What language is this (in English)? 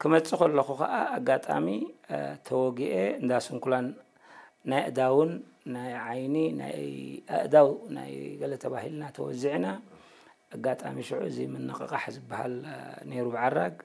Tigrinya